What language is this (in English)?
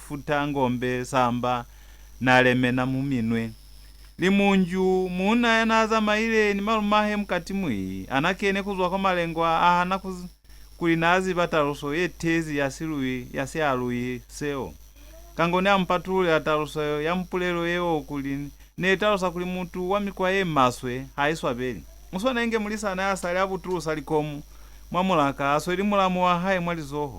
Lozi